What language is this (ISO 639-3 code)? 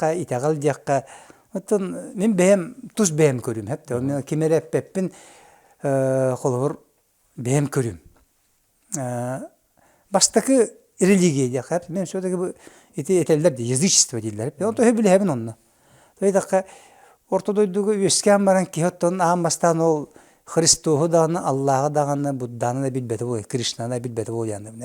sah